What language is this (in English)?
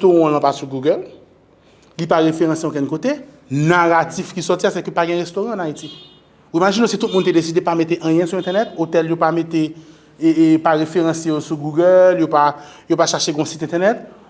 Haitian Creole